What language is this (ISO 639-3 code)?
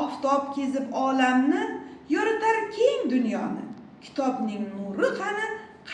uzb